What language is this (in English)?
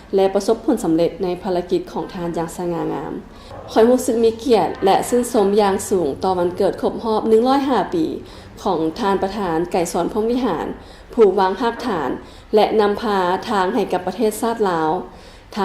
Lao